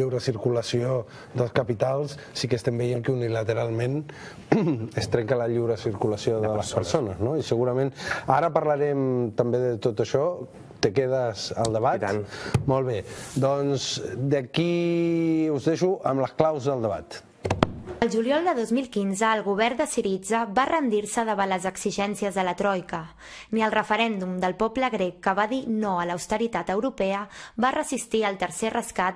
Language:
Catalan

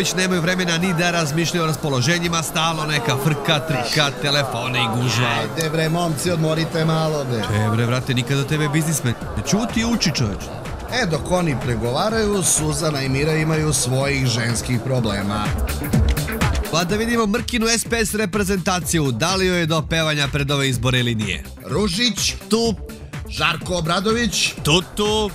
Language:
Serbian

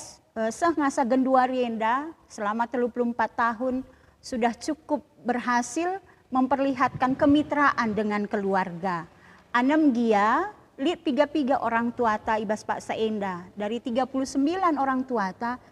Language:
Batak Karo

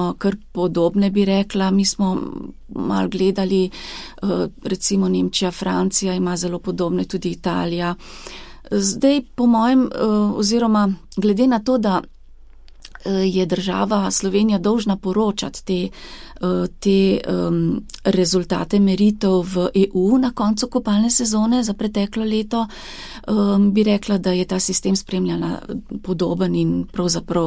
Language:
Slovenian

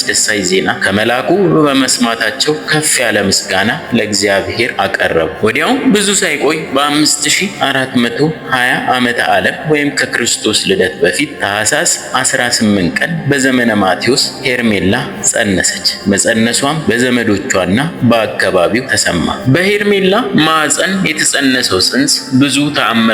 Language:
Amharic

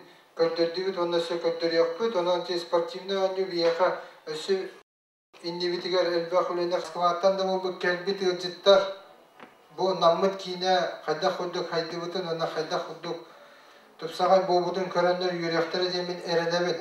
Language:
Yakut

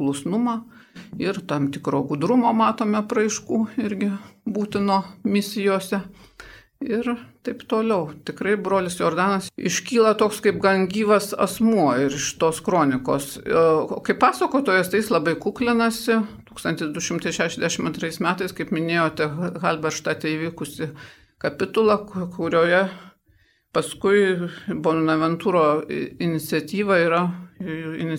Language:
Lithuanian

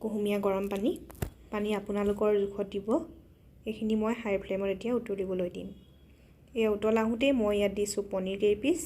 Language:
Assamese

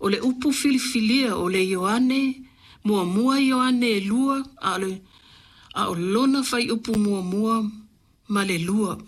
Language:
Samoan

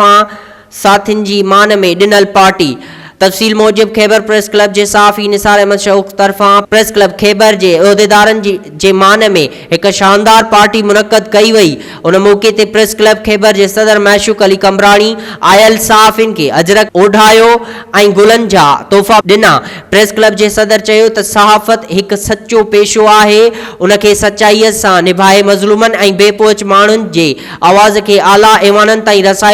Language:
Sindhi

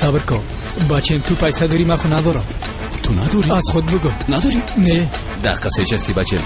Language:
Persian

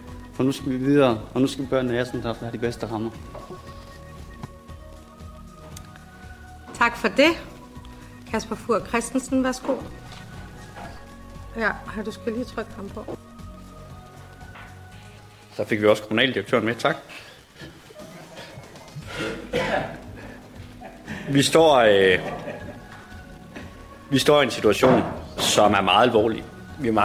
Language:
Danish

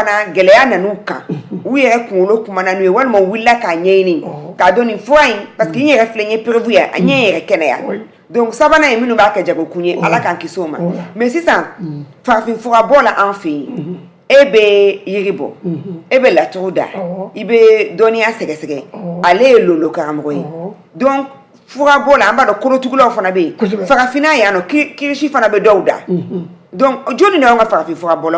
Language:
Bambara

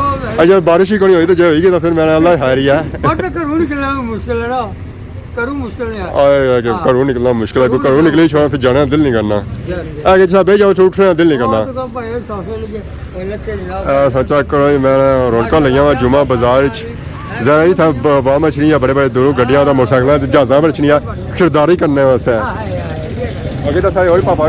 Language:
Pahari-Potwari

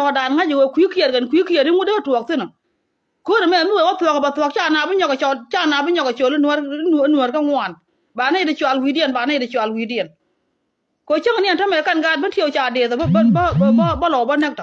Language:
Nuer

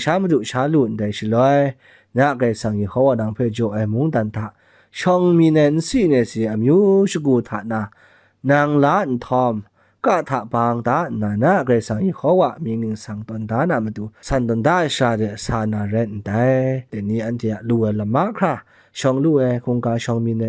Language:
Kachin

